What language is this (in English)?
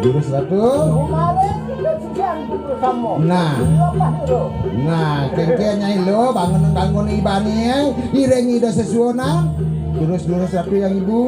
Balinese